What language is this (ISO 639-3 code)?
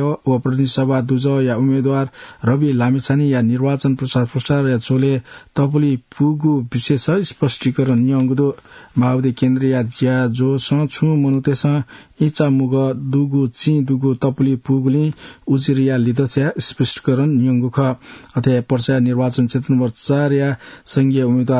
new